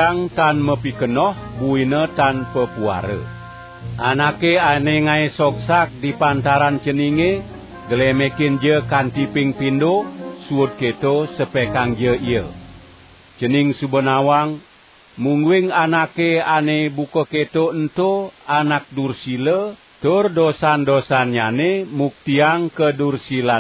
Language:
Balinese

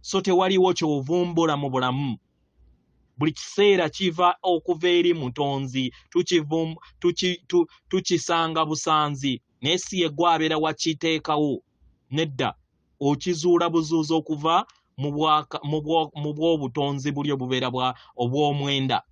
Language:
Ganda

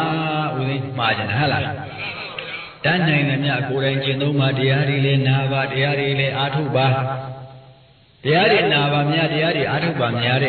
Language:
Burmese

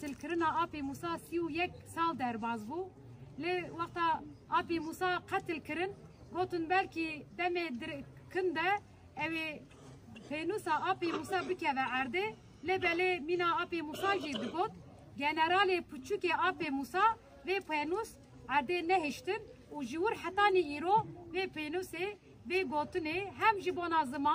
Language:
Kurdish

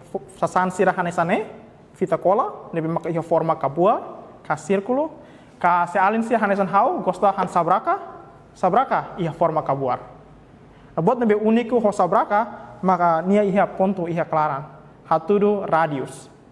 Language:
Tetum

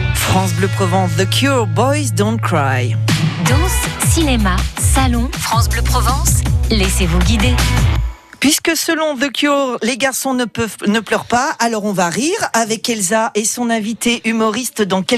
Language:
French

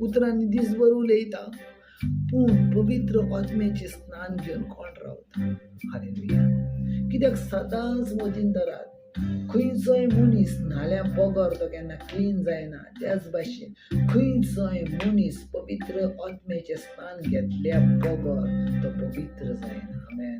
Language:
Konkani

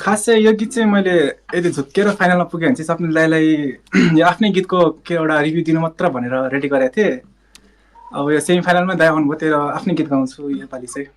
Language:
Nepali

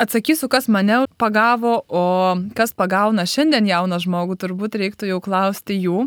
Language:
Lithuanian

